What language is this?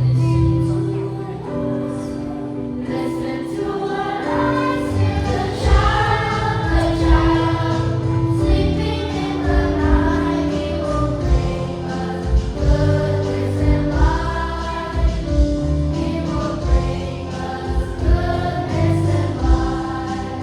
Central Mnong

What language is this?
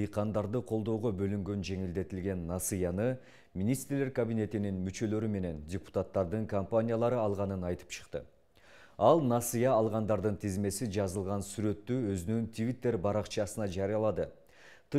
Kyrgyz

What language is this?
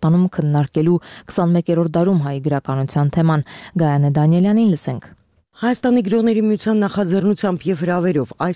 Armenian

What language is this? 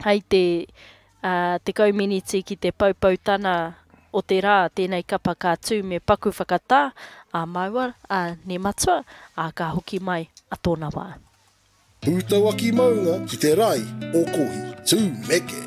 Māori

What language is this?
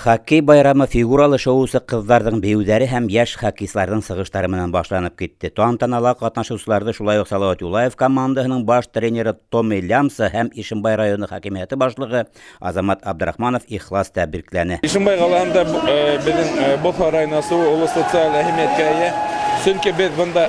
Bashkir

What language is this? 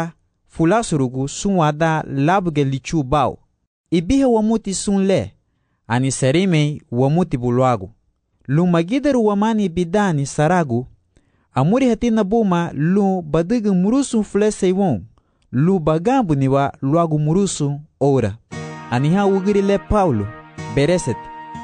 Garifuna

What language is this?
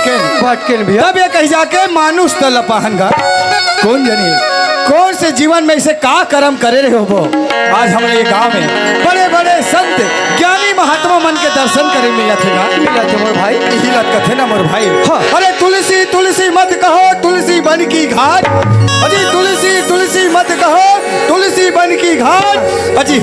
Chhattisgarhi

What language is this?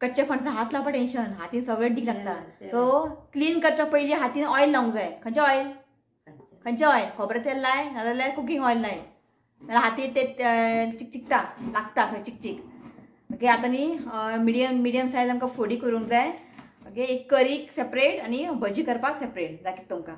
Konkani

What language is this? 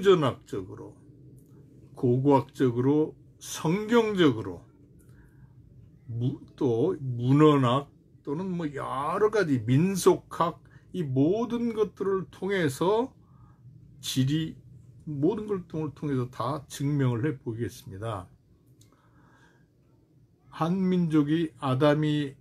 Korean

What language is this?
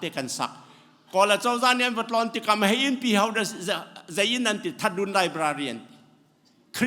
Hakha Chin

